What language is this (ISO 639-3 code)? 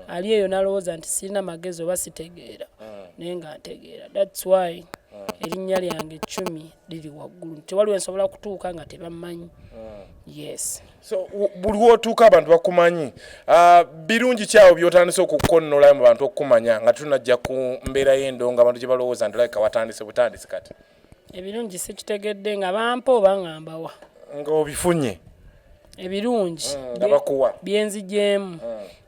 lug